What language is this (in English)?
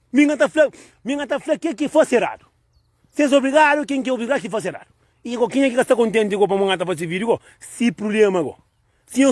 Kabuverdianu